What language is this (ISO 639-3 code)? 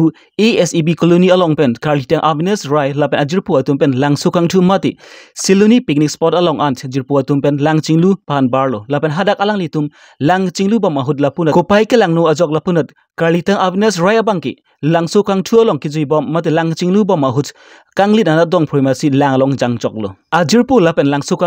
mjw